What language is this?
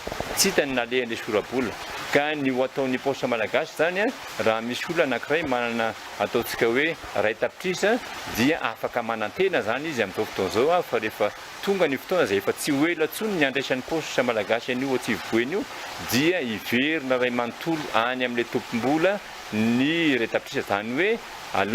Malagasy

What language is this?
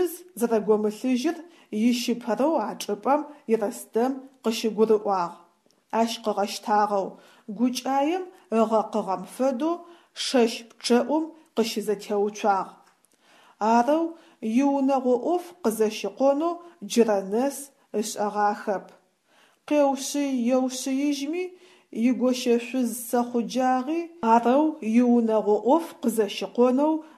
Adyghe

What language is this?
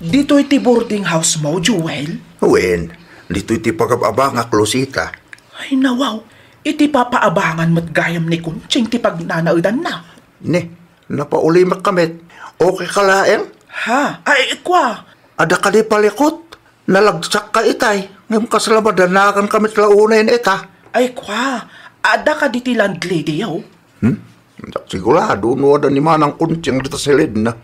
Iloko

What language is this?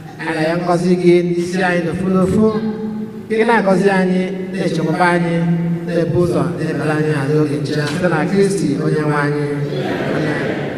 Igbo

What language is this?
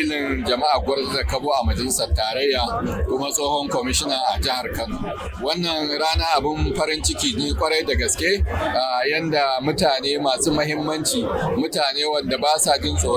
Hausa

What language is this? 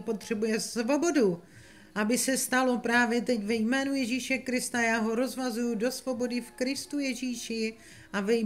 Czech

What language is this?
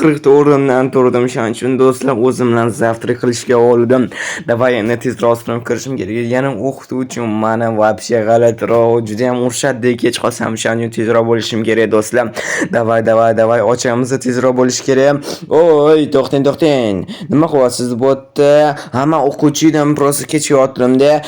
Uzbek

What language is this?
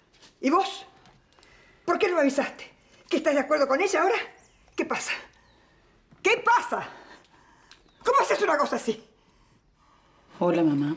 Spanish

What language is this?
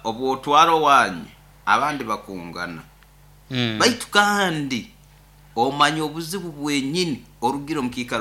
Nyoro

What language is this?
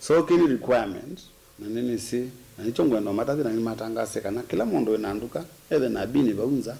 Kamba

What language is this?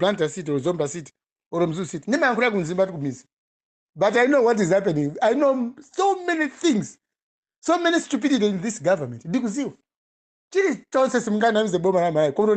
Nyanja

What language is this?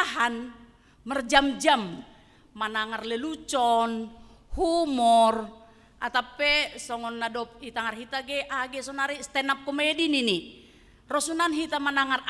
Batak Simalungun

